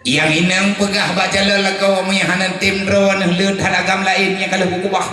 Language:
Achinese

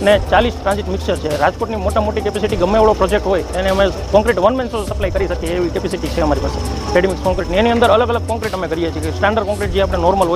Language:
Gujarati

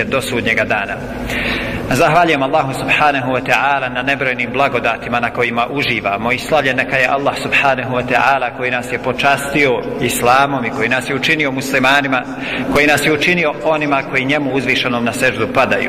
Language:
Bosnian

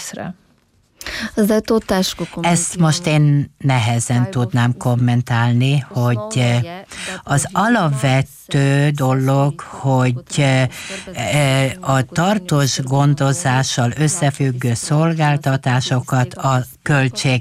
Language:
Hungarian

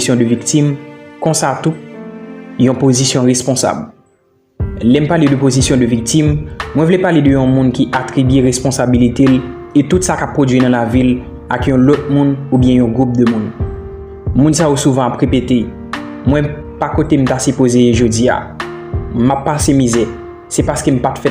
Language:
Haitian Creole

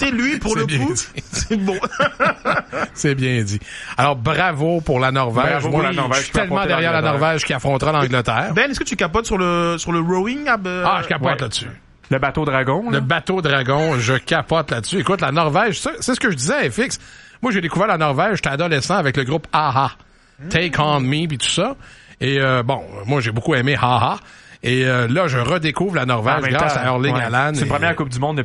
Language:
French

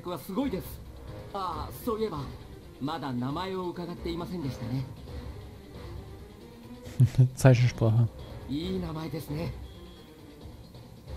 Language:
German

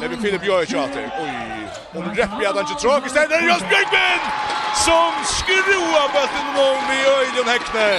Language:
Faroese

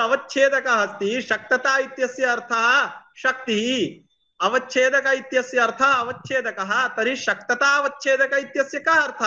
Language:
Sanskrit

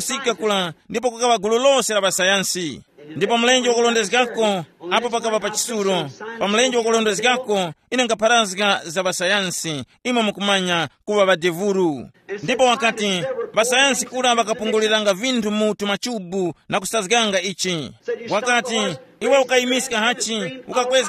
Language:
Tumbuka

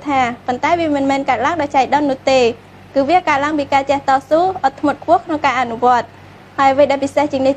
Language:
Khmer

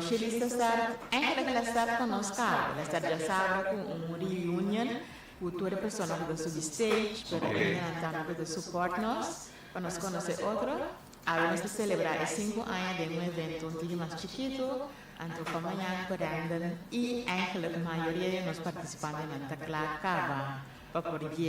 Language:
Papiamento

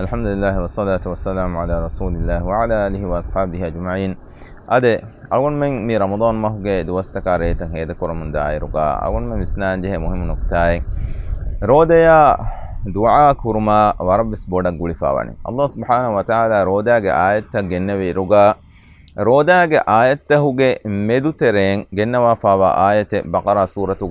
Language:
Divehi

